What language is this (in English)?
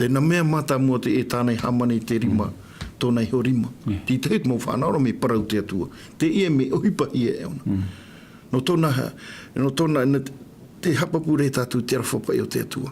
Tahitian